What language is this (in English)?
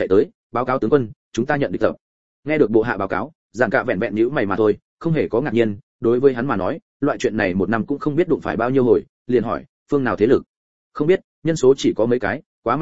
Vietnamese